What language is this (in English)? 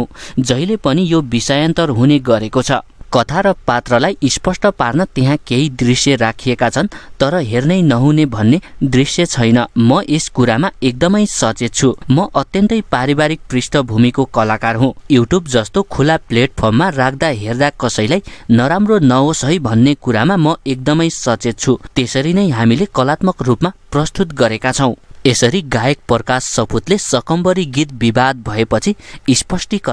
Nepali